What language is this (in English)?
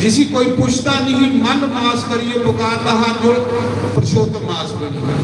Dogri